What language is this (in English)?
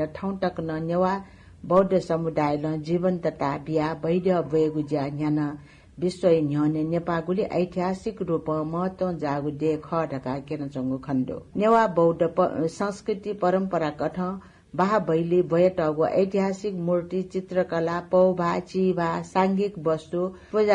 Newari